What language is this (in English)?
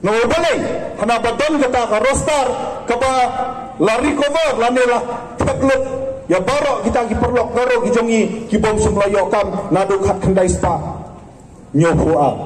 Pnar